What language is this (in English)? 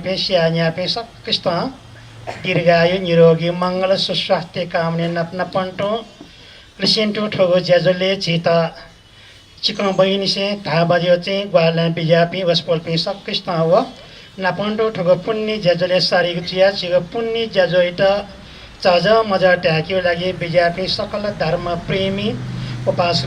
Newari